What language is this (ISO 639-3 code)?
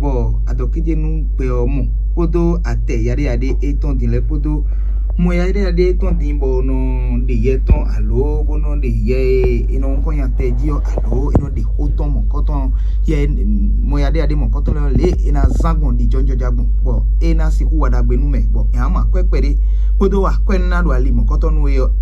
fon